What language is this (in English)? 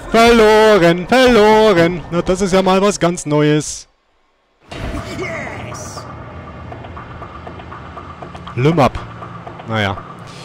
German